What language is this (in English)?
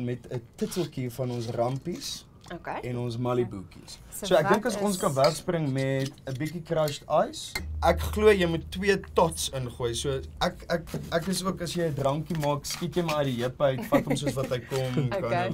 Afrikaans